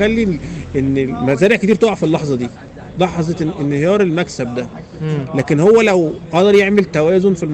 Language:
Egyptian Arabic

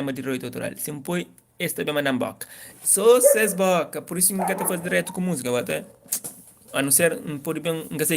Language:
Kabuverdianu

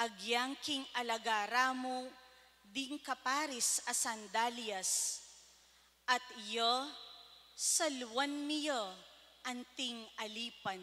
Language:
Pampanga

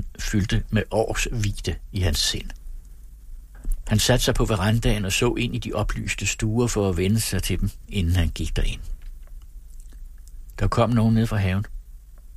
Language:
Danish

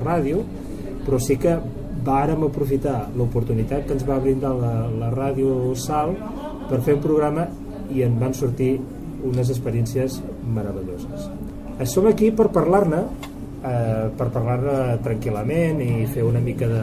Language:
Catalan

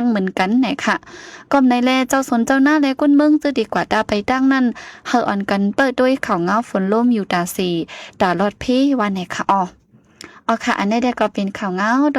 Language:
Shan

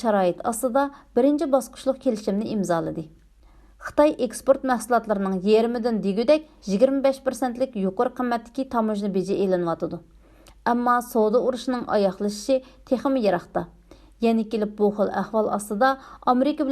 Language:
Uyghur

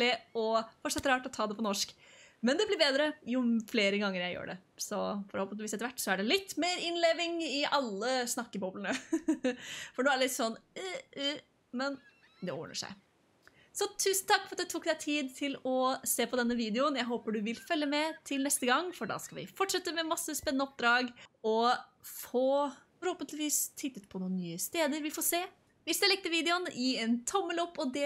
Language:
Norwegian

